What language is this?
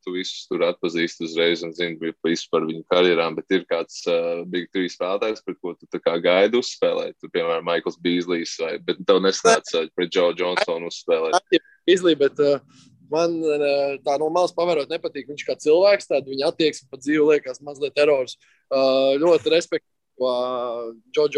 Latvian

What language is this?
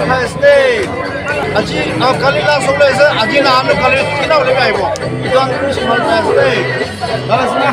Naga Pidgin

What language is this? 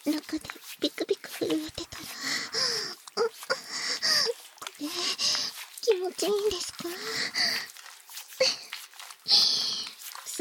Japanese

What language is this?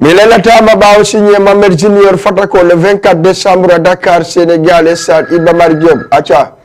Fula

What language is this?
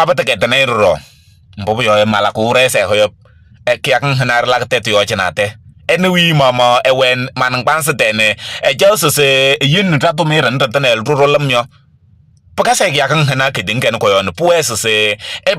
Kabiyè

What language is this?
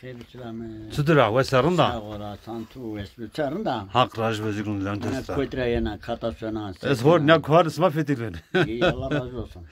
Zaza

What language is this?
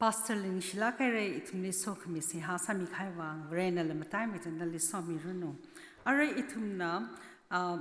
Tangkhul Naga (India)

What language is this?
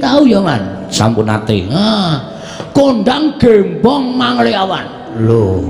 Javanese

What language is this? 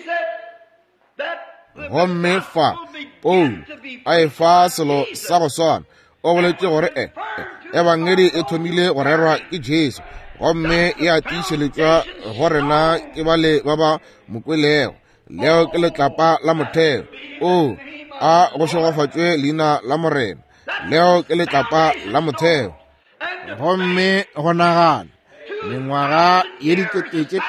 Northern Sotho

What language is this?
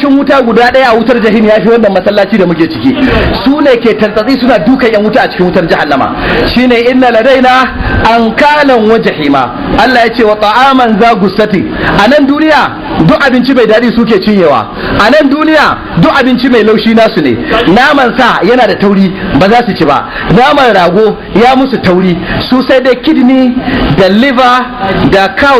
Hausa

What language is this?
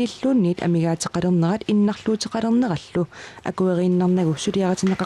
Kalaallisut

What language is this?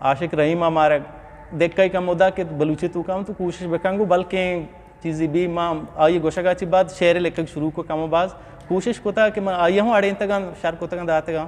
Eastern Balochi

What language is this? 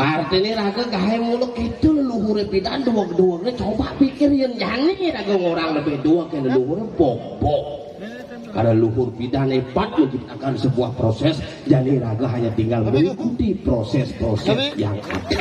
Balinese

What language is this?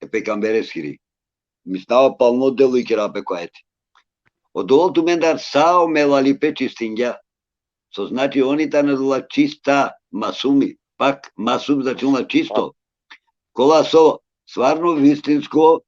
Balkan Romani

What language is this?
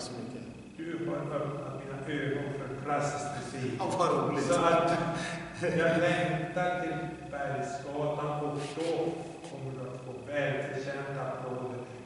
Swedish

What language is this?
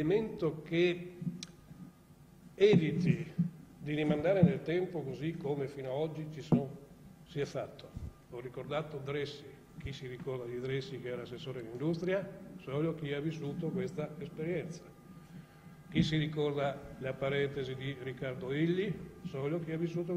Italian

